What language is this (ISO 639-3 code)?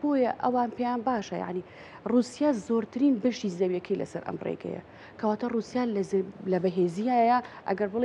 ckb